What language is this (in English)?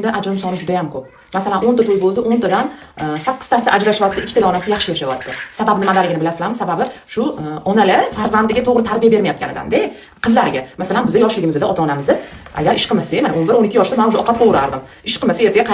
Uzbek